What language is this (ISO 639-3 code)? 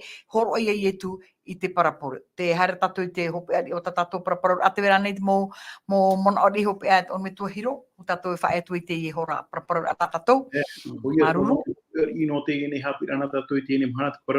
tah